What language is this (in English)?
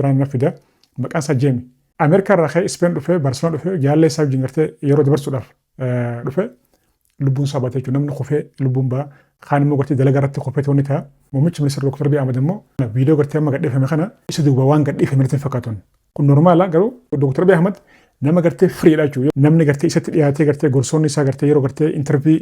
Oromo